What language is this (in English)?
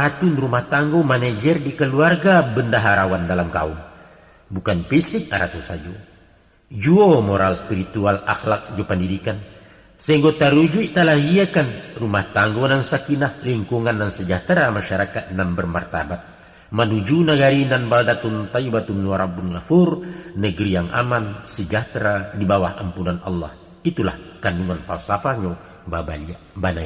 Minangkabau